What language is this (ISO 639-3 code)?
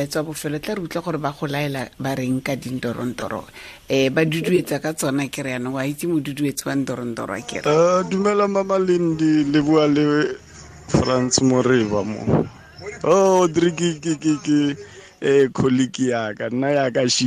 tsn